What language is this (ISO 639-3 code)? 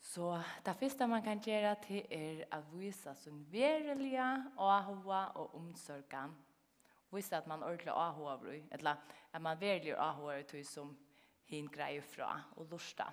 fao